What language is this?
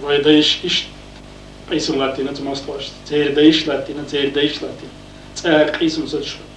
Chechen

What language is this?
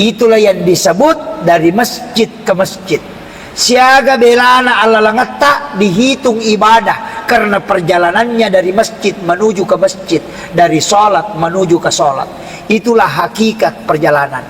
Buginese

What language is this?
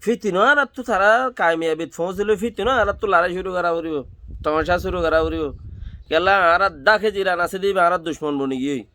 Rohingya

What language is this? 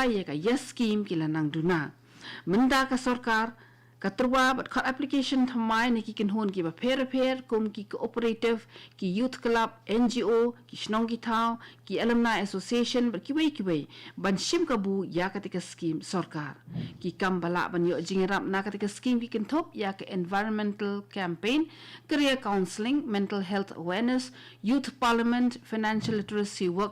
Khasi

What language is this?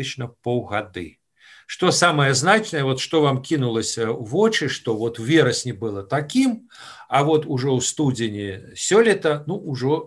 Belarusian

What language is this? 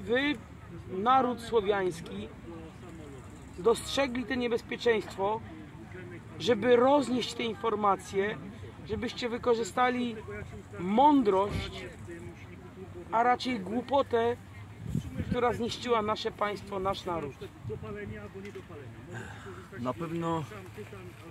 Polish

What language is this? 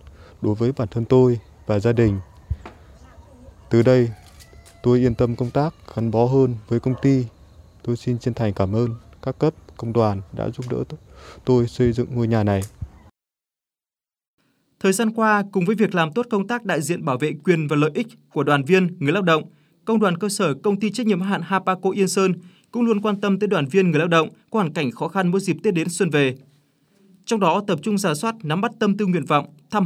Vietnamese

